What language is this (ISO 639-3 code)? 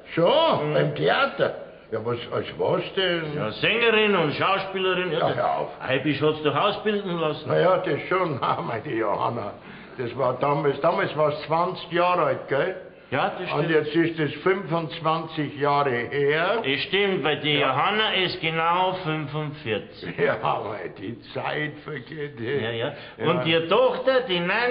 bar